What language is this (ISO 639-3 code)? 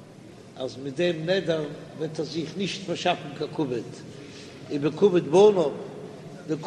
yid